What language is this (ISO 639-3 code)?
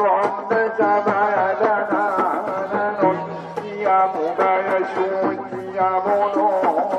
akb